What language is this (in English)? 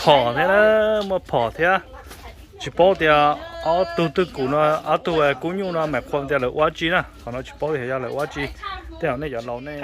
Hmong